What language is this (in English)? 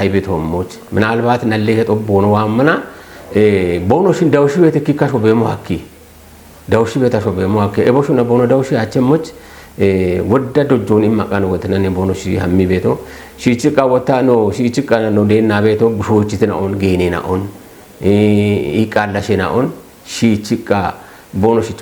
Kafa